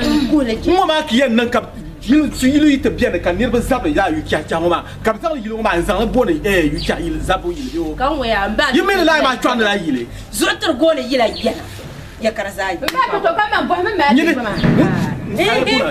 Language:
Dagbani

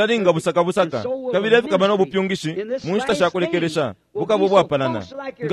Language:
Bemba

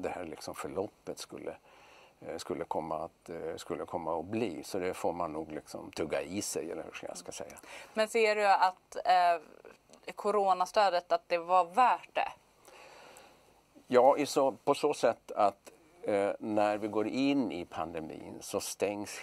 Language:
Swedish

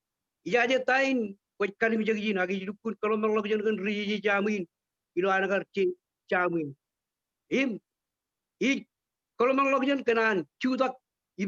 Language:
Marshallese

